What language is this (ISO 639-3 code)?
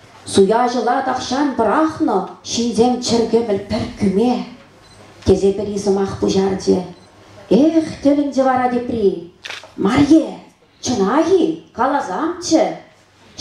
chv